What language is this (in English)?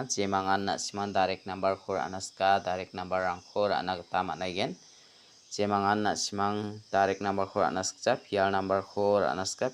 Garo